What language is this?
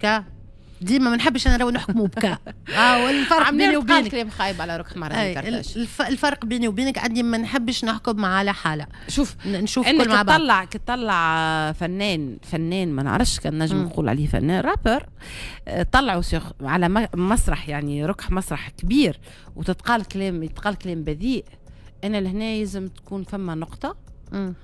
Tunisian Arabic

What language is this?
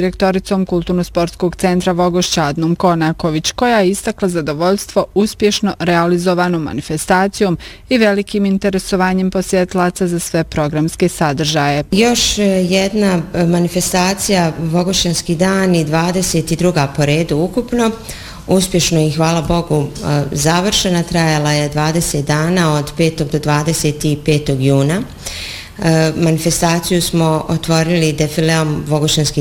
Bosnian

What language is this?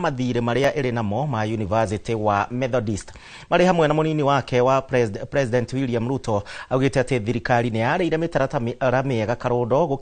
Kikuyu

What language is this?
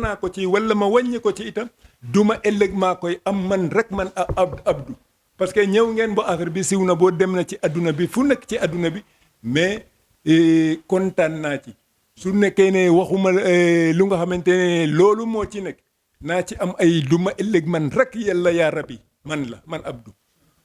Wolof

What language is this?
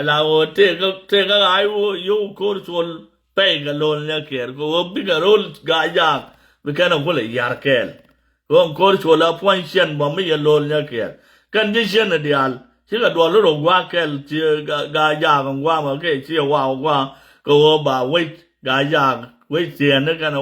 Nuer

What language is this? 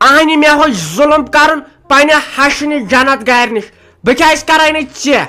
Kashmiri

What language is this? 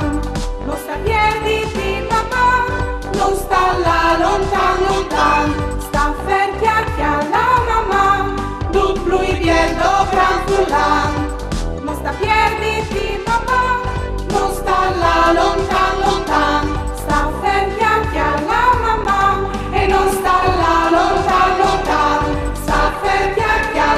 Friulian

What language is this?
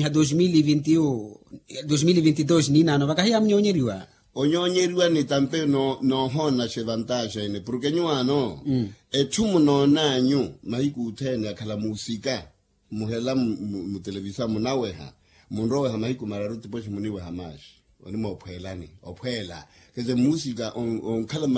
Makhuwa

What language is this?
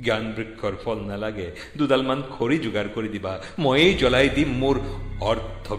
Assamese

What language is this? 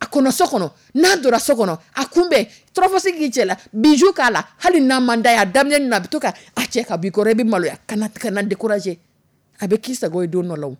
Dyula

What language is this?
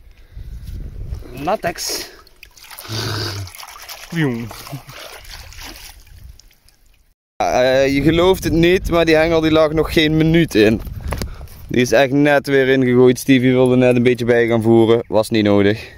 Dutch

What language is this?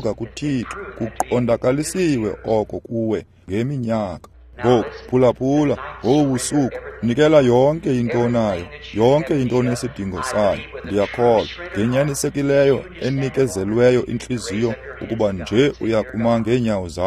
Xhosa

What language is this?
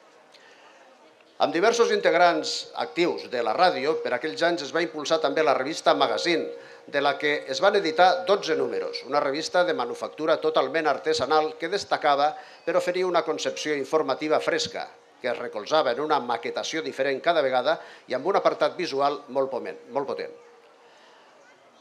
Catalan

